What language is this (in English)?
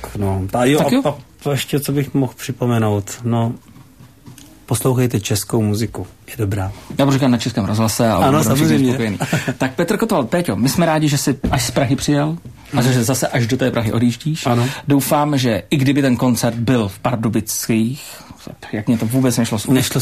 Czech